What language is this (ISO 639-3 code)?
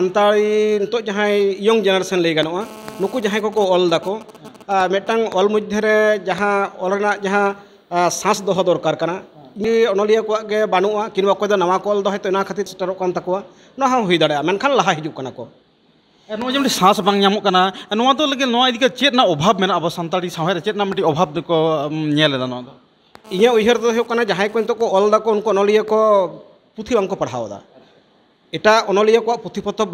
sat